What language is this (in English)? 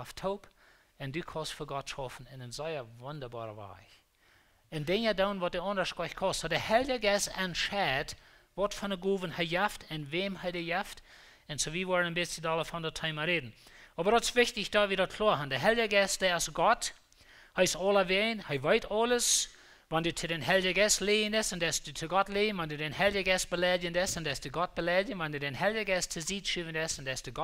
Plautdietsch